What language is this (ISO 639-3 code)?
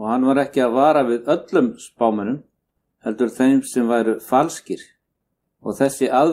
isl